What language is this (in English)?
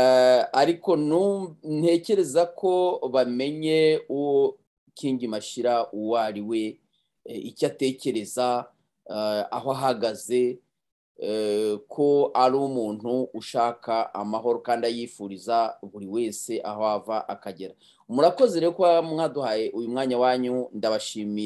Kinyarwanda